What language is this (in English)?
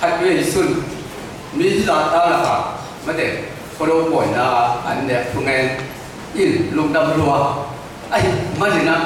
Tedim Chin